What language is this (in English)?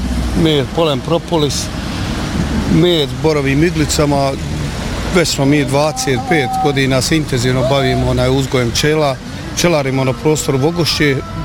Bosnian